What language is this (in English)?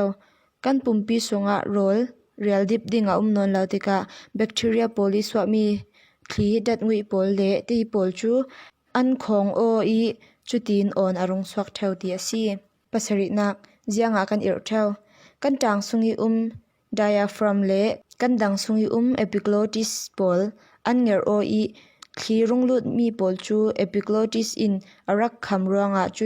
Falam Chin